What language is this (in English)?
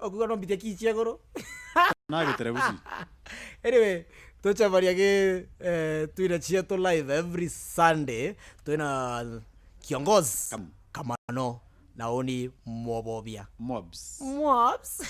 Meru